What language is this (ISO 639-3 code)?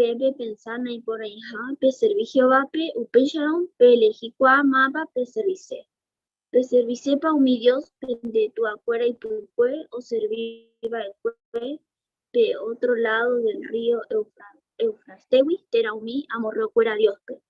grn